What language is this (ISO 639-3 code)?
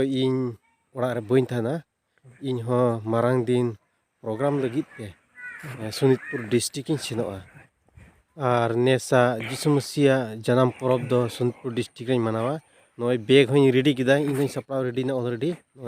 sat